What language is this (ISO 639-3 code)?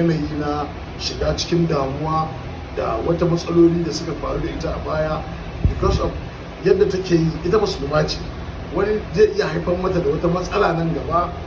hau